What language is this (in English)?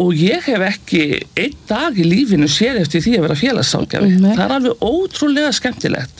Icelandic